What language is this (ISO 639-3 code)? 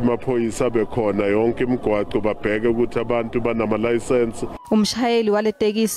zul